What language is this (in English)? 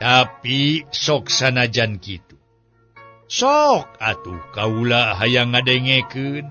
Sundanese